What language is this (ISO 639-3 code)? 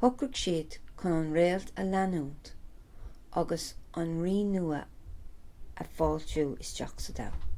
gle